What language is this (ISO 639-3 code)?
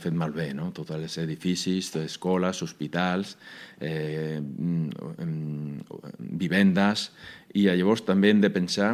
cat